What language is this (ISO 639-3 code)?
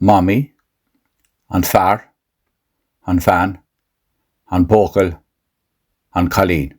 gle